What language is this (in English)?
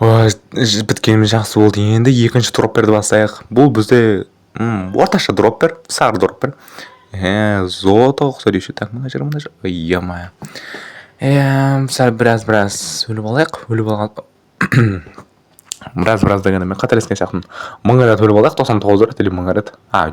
Kazakh